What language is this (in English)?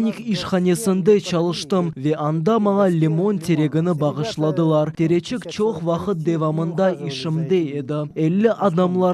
Crimean Tatar